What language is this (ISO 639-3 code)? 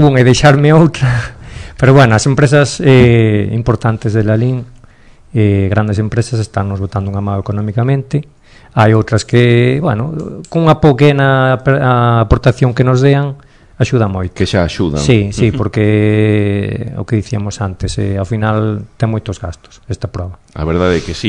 glg